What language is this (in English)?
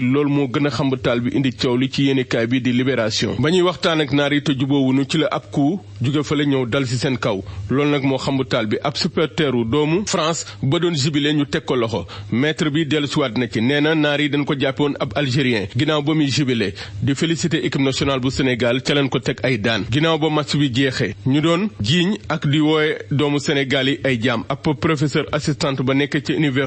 Wolof